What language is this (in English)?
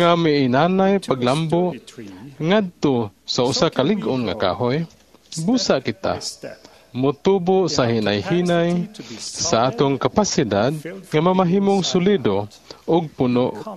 Cebuano